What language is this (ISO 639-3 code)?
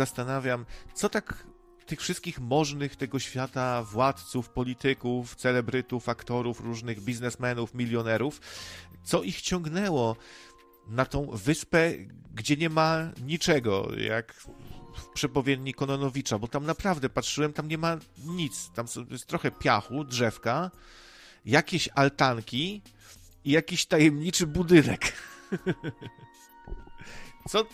pol